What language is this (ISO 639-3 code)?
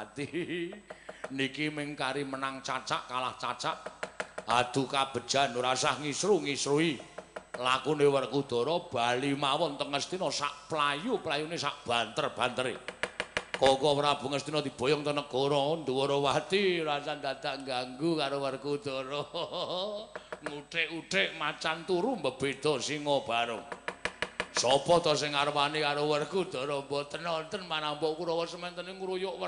jav